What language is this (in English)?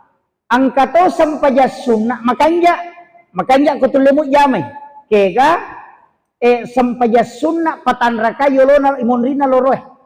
Buginese